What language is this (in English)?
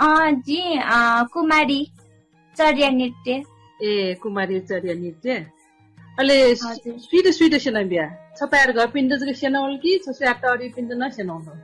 Newari